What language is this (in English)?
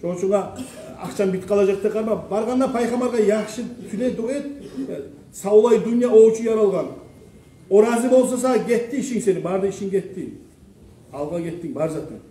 Kumyk